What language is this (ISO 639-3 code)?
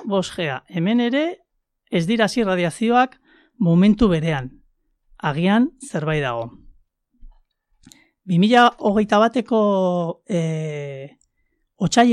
eus